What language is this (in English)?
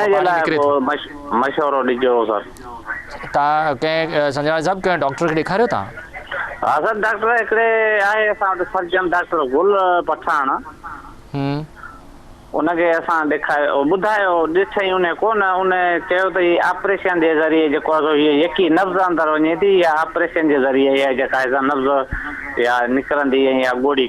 Sindhi